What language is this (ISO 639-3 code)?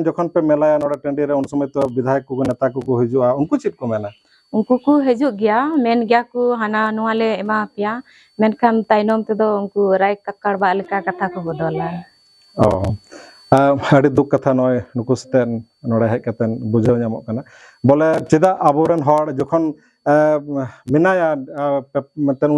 sat